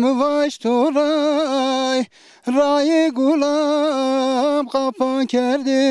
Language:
Zaza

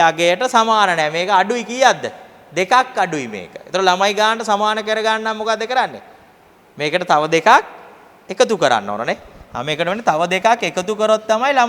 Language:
Sinhala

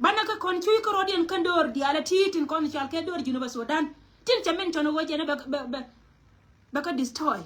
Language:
Nuer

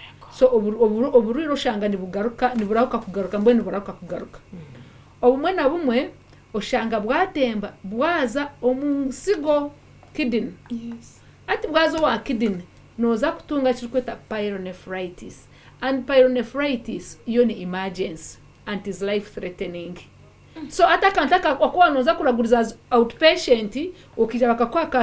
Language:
Nyankole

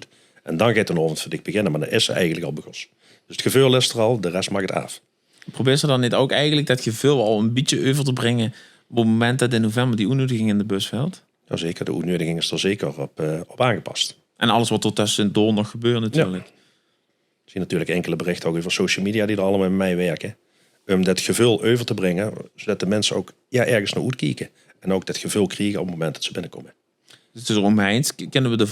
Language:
Limburgish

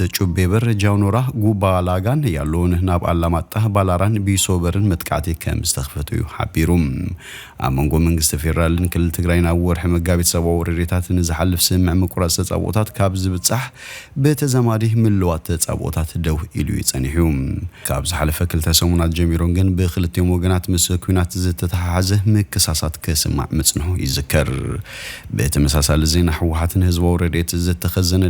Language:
Tigrinya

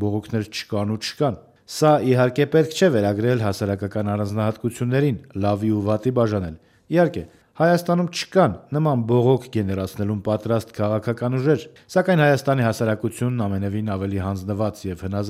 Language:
Armenian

